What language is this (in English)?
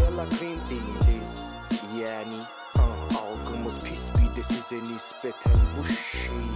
Turkish